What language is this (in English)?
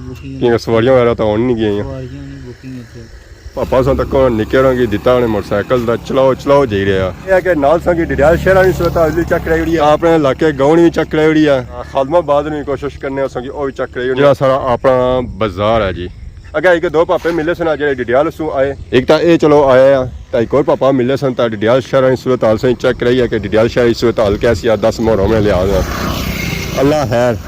Pahari-Potwari